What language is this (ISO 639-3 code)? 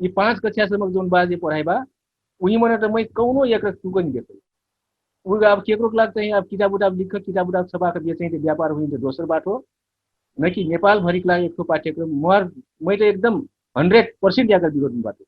thl